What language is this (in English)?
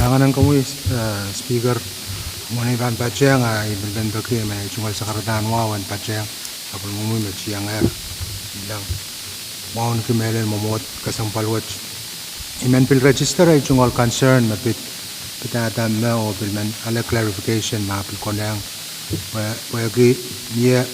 Pohnpeian